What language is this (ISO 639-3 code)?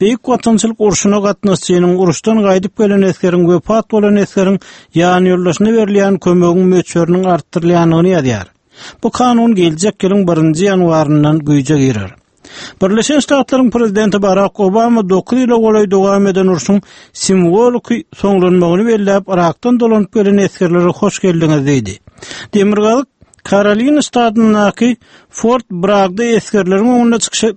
tuk